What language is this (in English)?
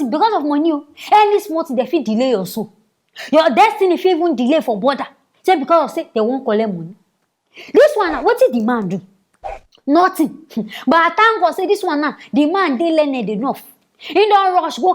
Nigerian Pidgin